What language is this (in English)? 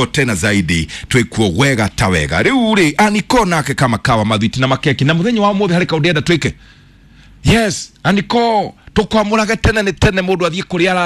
Kikuyu